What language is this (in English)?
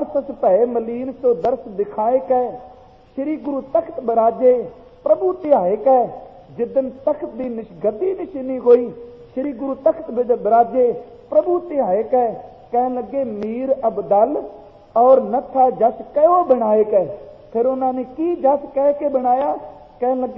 Punjabi